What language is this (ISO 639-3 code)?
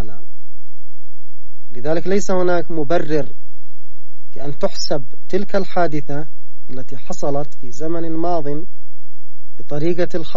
ara